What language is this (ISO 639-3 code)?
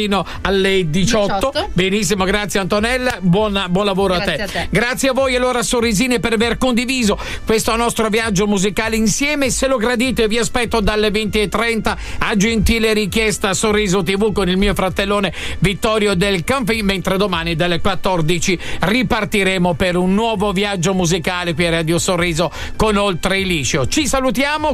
ita